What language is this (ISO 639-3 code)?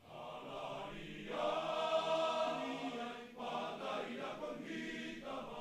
bts